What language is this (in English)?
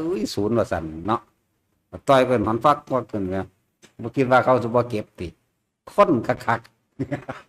Northeastern Thai